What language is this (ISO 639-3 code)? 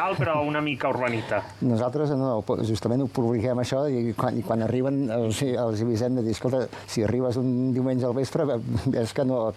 cat